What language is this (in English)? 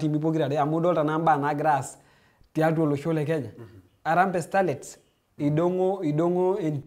Masai